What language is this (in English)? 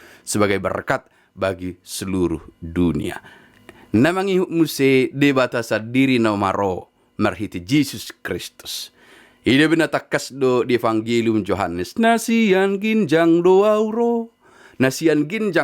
Batak Toba